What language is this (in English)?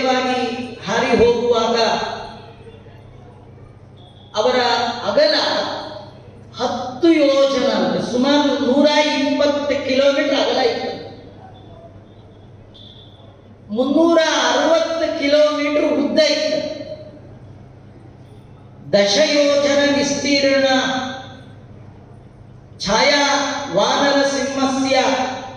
Kannada